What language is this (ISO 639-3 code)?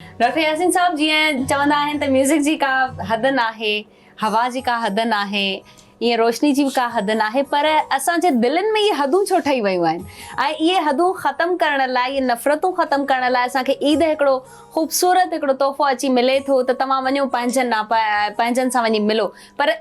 snd